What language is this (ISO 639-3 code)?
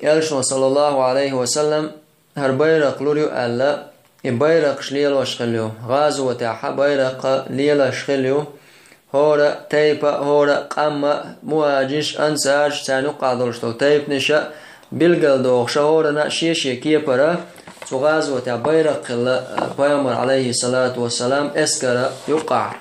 che